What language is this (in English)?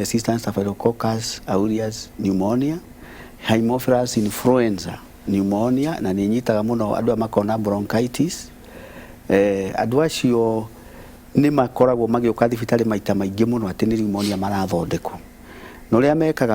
Kikuyu